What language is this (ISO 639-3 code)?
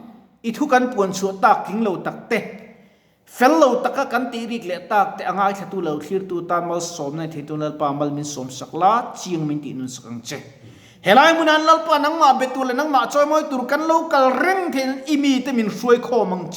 lus